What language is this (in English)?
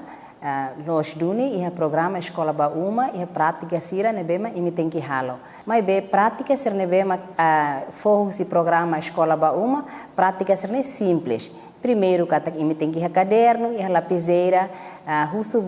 Tetum